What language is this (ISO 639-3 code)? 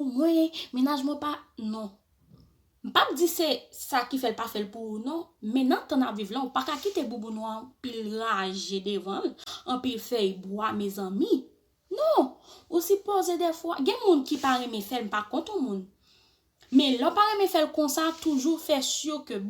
hat